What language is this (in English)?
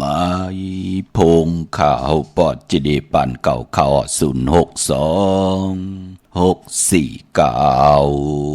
Shan